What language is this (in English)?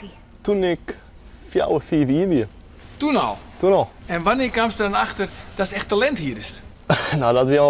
Western Frisian